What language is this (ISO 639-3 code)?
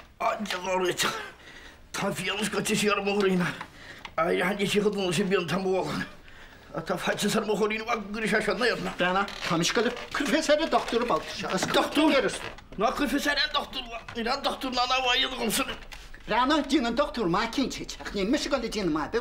gle